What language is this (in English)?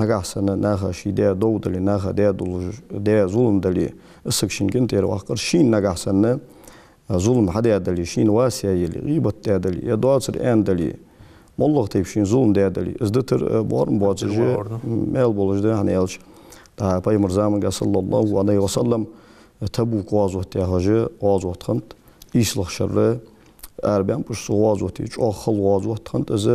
Ingush